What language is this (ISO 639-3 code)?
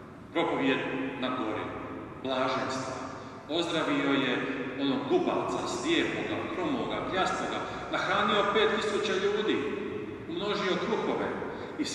hrv